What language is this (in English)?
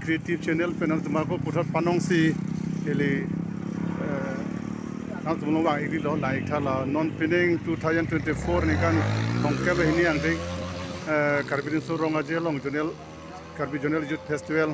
Karbi